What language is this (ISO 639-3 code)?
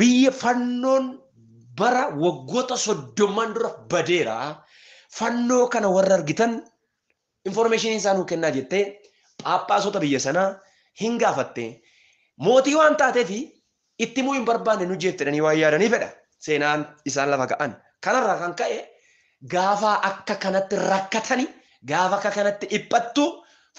orm